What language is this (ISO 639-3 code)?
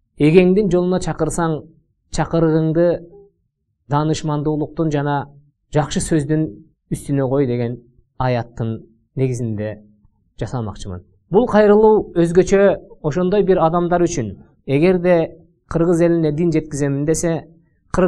kir